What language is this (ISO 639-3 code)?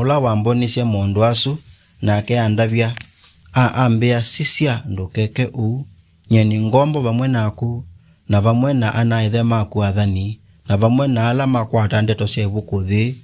kam